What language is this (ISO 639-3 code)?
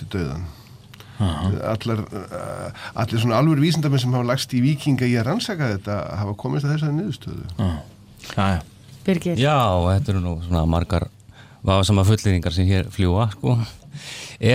isl